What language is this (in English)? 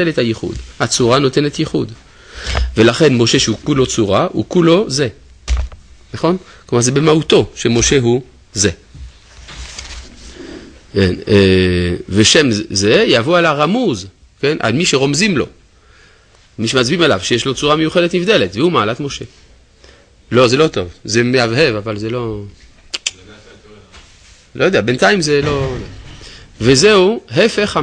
Hebrew